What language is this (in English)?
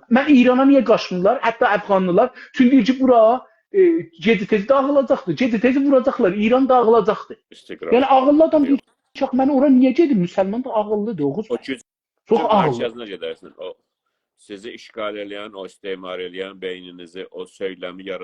South Azerbaijani